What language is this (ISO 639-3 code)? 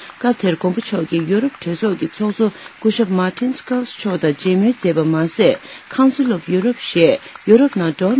bod